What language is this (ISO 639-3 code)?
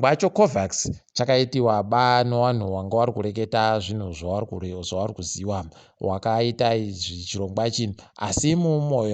ndc